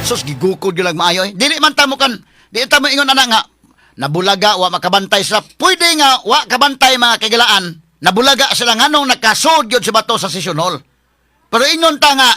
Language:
Cebuano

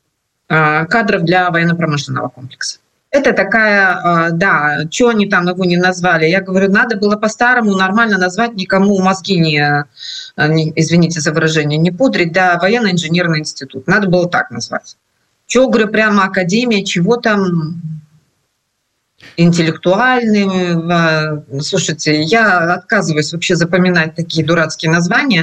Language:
Russian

